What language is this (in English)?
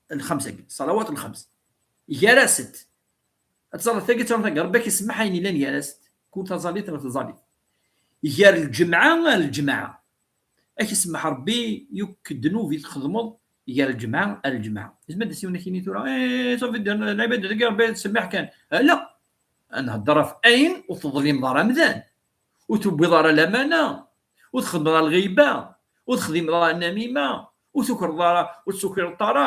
Kabyle